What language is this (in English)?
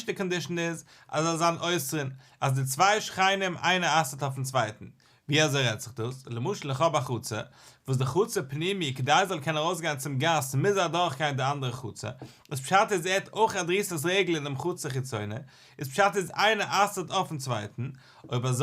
Yiddish